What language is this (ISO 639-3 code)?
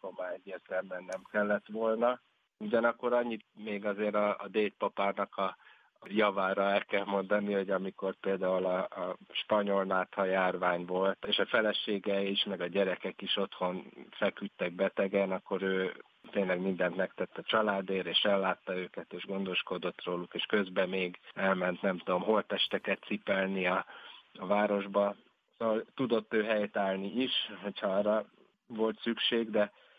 hun